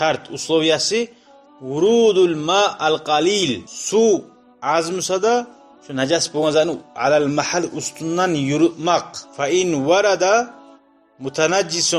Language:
Kumyk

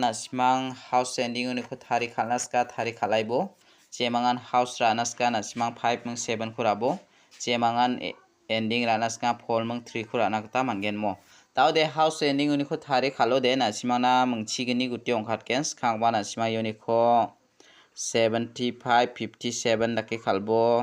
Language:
Garo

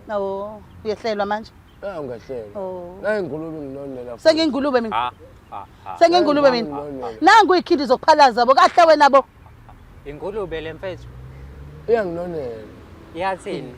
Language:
Zulu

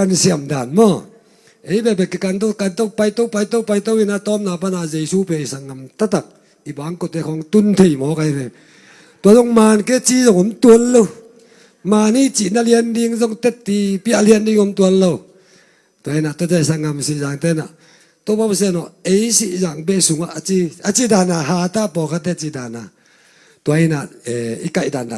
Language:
Tedim Chin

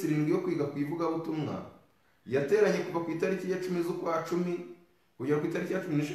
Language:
Kinyarwanda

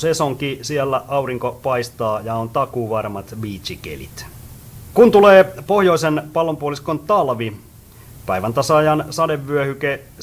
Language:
Finnish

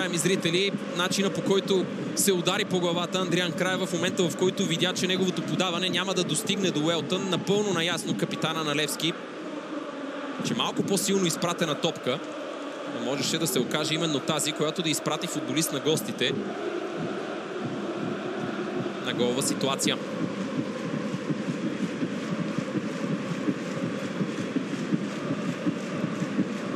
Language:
Bulgarian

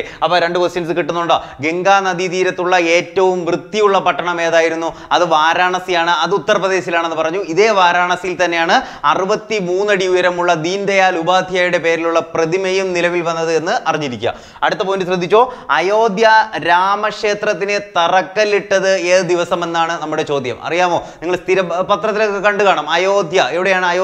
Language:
Malayalam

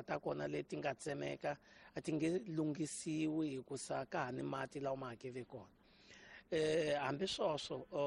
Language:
Tsonga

